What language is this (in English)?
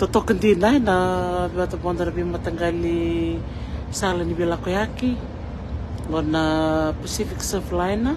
Fijian